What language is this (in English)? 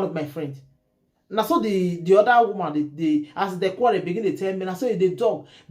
Nigerian Pidgin